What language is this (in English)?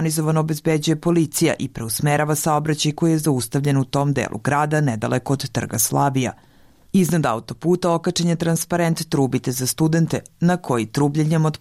Serbian